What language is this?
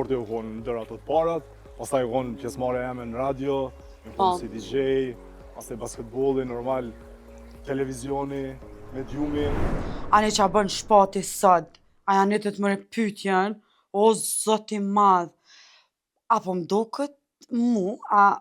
Albanian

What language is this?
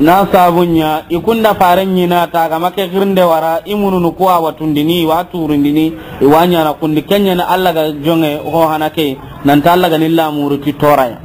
Soninke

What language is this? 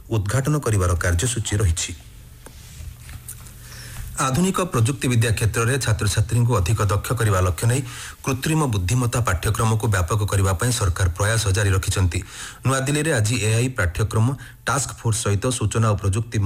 Odia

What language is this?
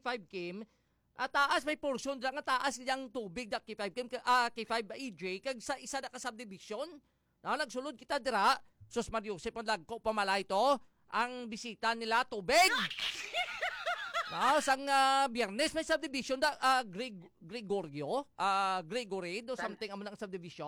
Hiligaynon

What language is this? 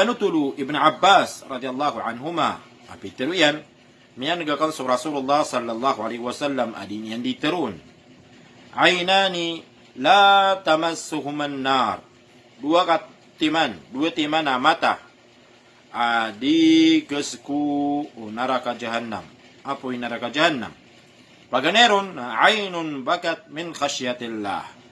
Maranao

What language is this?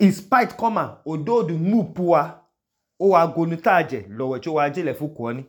Idoma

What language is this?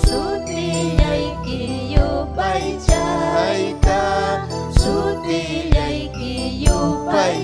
Ayacucho Quechua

